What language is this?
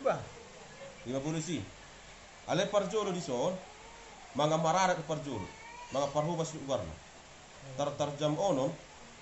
Batak Toba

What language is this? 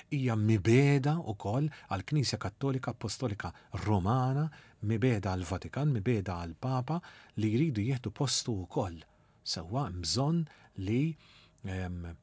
Maltese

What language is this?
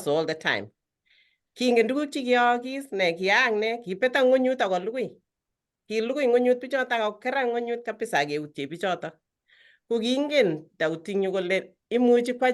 Kalenjin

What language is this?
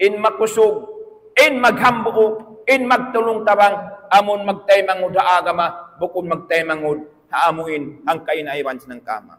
Tausug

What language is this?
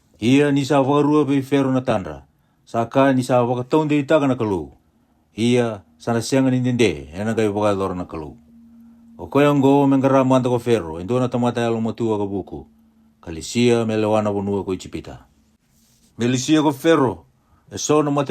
Fijian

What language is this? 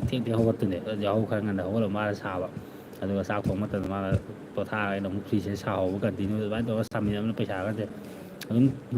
Manipuri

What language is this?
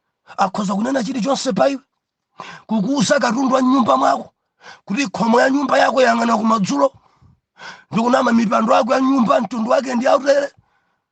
Nyanja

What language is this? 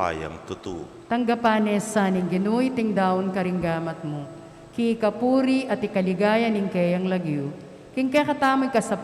Pampanga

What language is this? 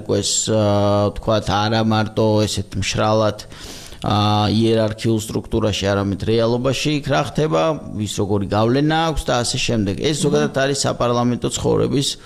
Georgian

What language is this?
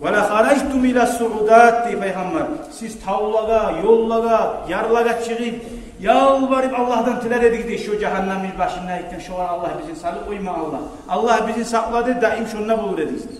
Kumyk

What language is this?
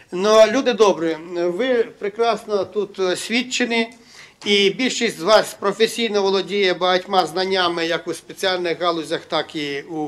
Ukrainian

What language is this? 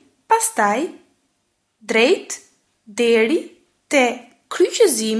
Albanian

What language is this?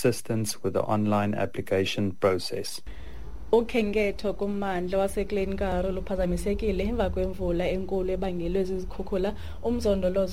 Xhosa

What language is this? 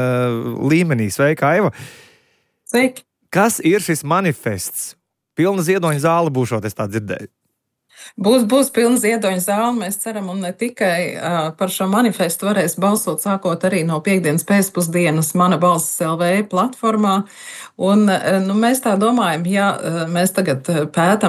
Latvian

